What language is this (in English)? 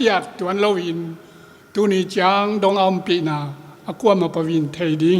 Tedim Chin